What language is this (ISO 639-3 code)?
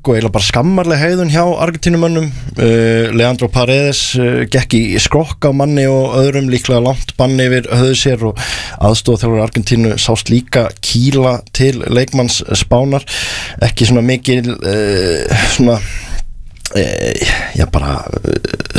isl